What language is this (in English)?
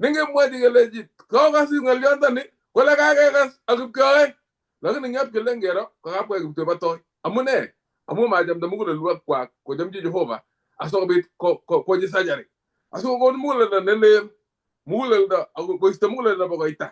Kalenjin